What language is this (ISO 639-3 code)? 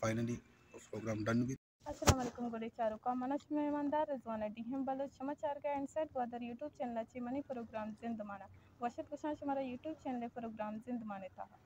bal